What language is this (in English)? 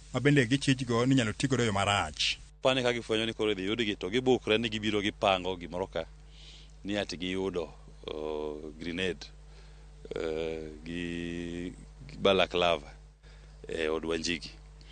Luo (Kenya and Tanzania)